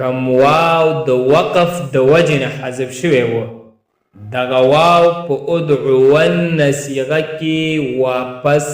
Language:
Pashto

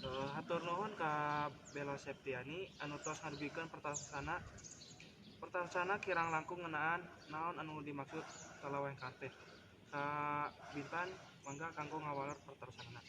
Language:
Sundanese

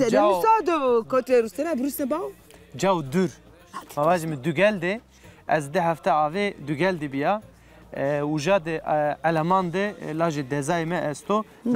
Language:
Zaza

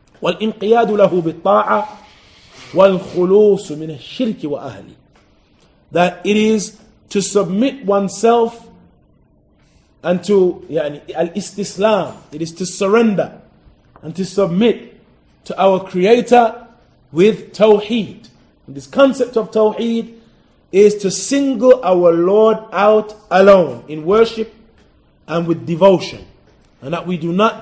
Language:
English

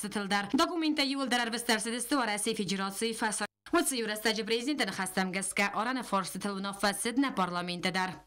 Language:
Ossetic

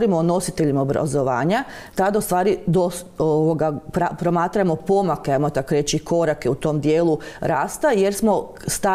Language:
Croatian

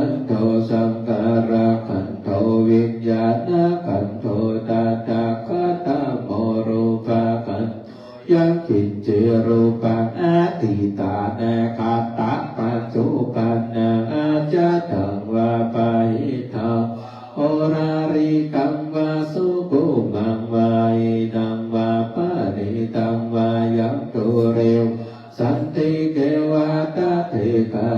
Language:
Pali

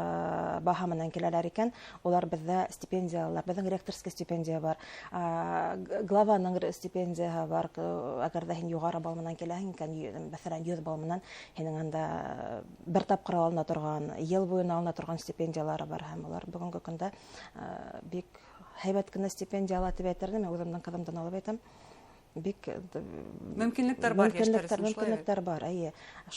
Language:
Bashkir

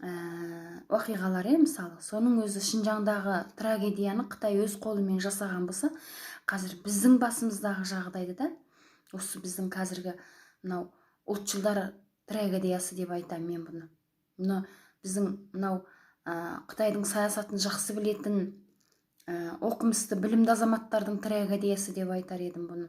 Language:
Kazakh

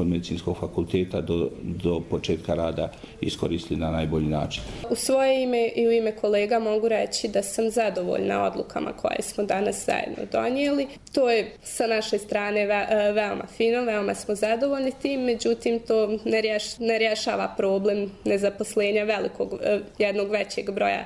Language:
Bosnian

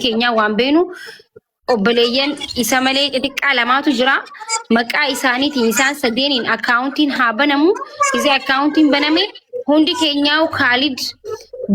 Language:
Oromo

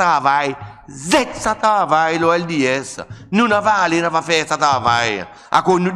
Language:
Seselwa Creole French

